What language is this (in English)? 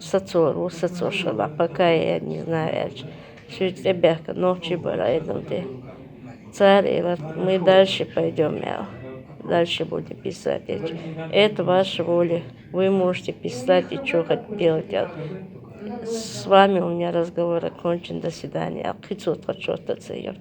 Chechen